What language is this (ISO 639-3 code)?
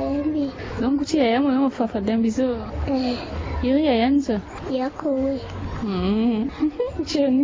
sag